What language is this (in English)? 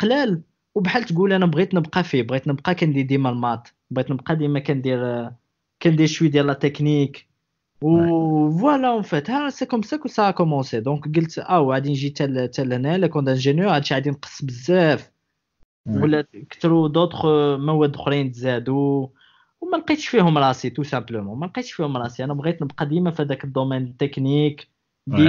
Moroccan Arabic